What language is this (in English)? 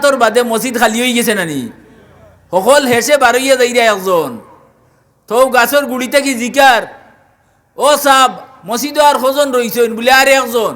Sylheti